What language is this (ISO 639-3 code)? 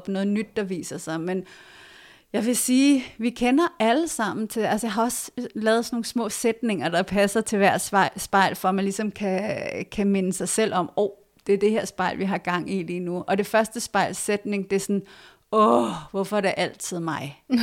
dan